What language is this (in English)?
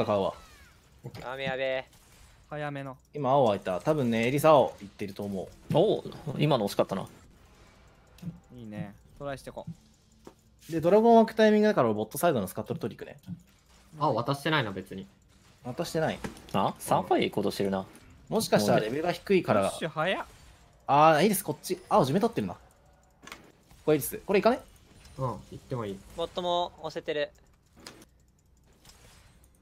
Japanese